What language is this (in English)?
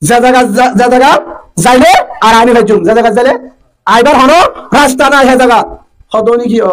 Rohingya